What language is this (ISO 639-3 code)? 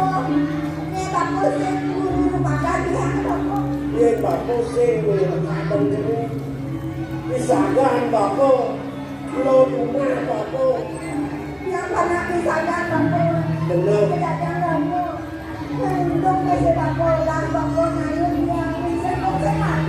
ban